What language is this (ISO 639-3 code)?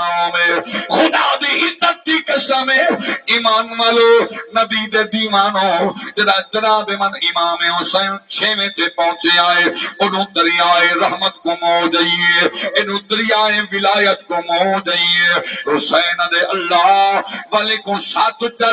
skr